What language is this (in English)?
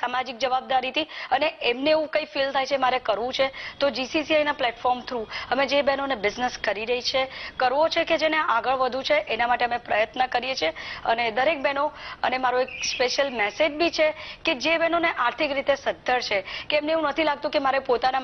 Gujarati